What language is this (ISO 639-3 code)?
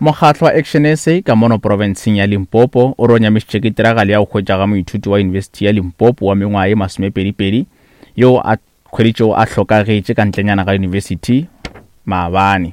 nso